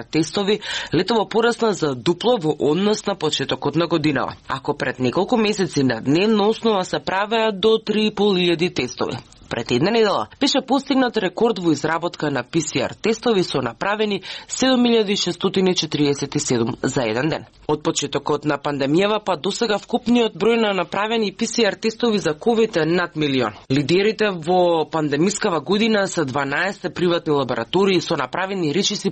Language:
Macedonian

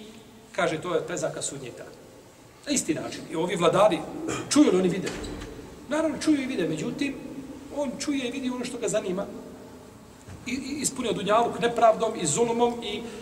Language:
Bosnian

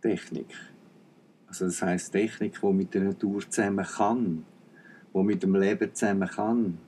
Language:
Swiss German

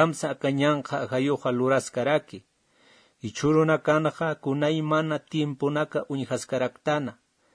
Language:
Aymara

